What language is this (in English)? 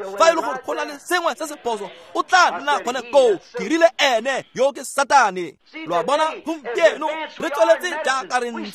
Tswana